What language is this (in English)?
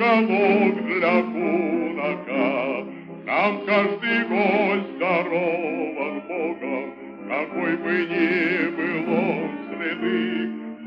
Russian